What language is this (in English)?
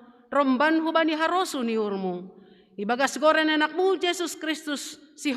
Batak Simalungun